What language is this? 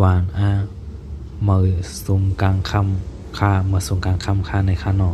Shan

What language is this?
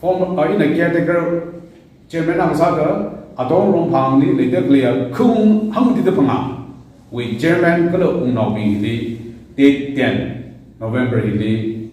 Tangkhul Naga (India)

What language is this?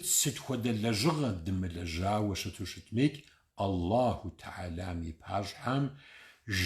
Kabardian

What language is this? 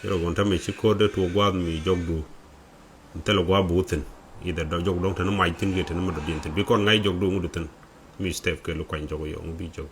Nuer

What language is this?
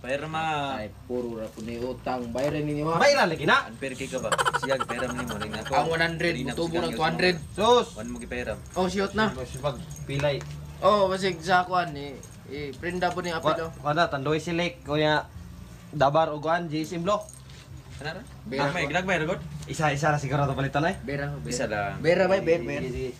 Cebuano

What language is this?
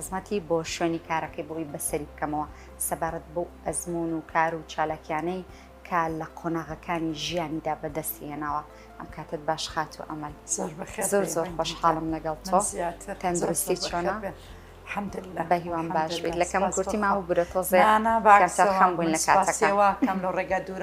Central Kurdish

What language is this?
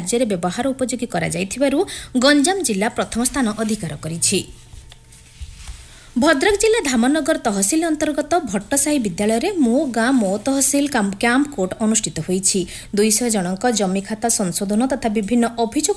Odia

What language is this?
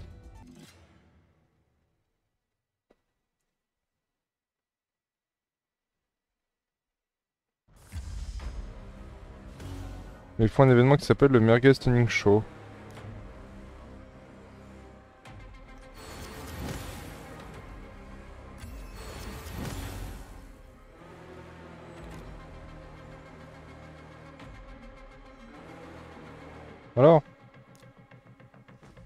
French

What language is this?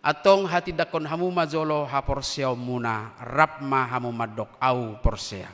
Batak Toba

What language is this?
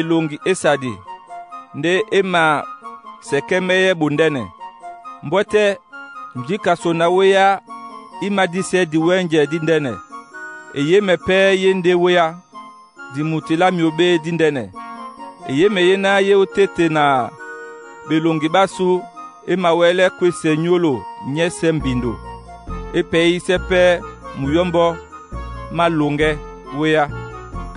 Duala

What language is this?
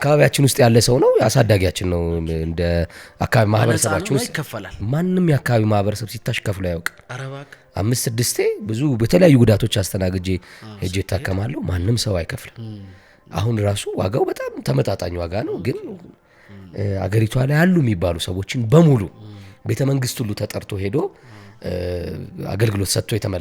Amharic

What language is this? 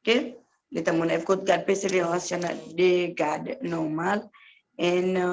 Seselwa Creole French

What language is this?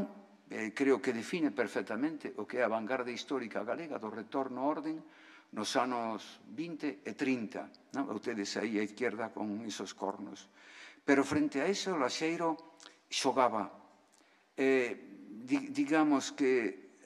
Galician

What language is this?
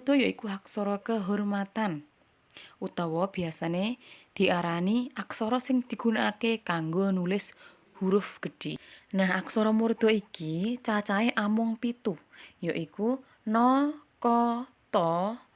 Javanese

